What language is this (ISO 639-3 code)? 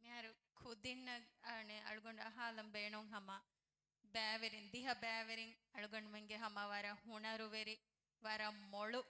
div